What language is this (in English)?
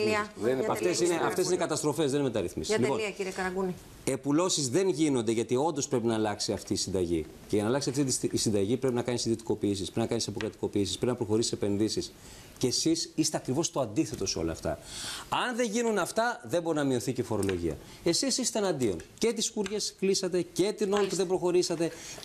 Greek